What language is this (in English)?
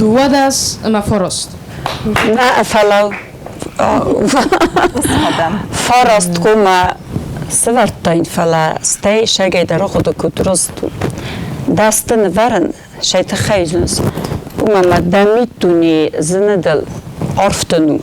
Ossetic